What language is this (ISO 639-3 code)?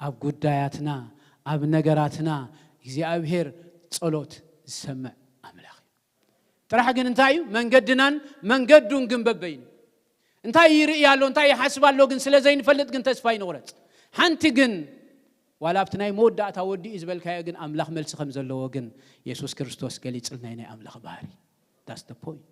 tir